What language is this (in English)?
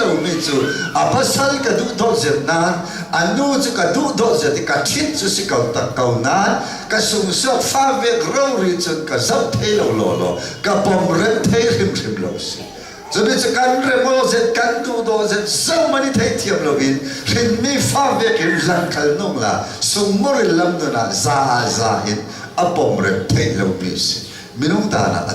Hakha Chin